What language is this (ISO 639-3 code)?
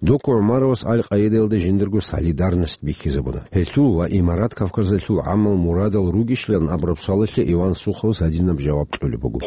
ava